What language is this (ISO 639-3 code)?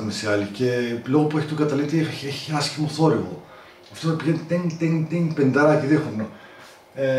ell